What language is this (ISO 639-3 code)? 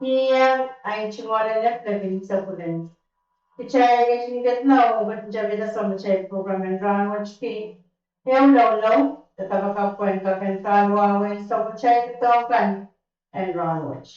pon